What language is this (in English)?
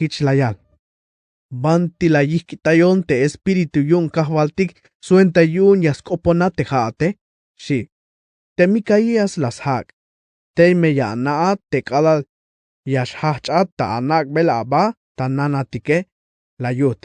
Tzeltal